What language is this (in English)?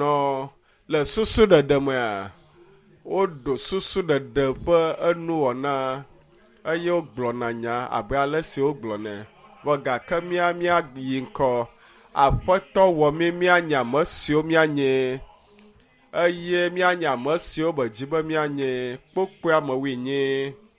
Ewe